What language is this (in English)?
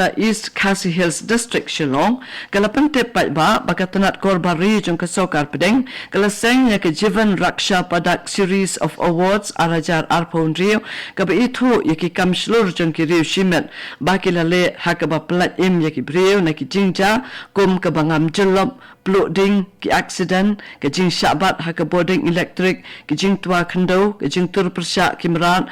Khasi